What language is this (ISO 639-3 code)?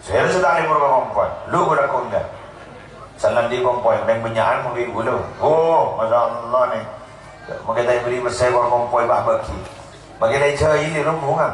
mad